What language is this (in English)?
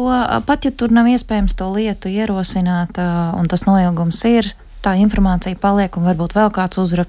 Latvian